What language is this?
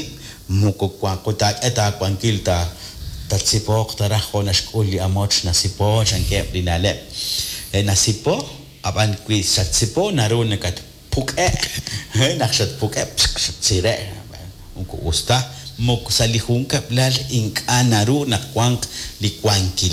Kekchí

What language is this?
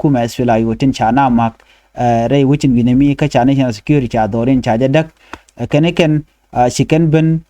Nuer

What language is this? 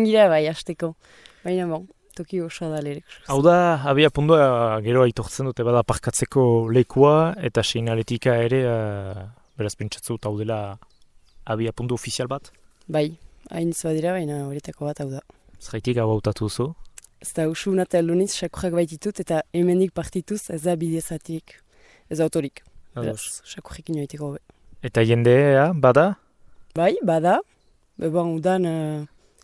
Basque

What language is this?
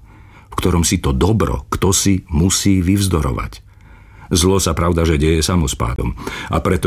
Slovak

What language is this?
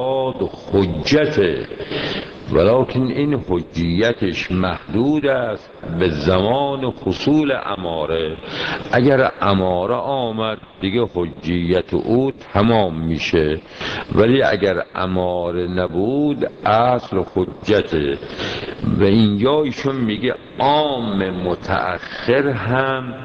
Persian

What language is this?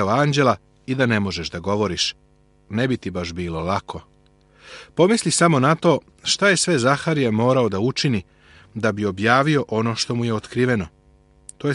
Serbian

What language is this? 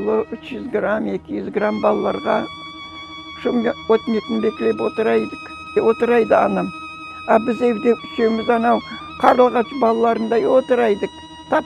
Crimean Tatar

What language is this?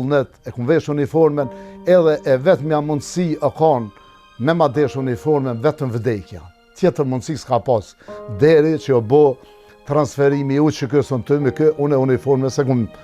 Albanian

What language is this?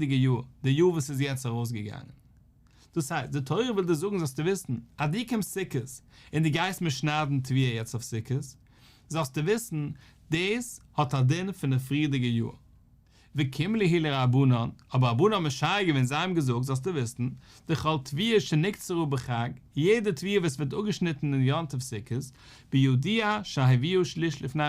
Yiddish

